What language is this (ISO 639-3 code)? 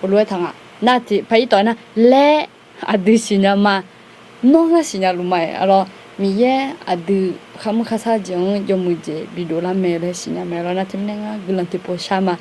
ahk